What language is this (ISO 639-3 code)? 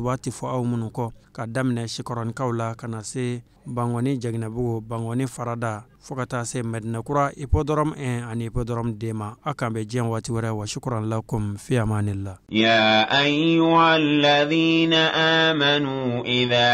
bam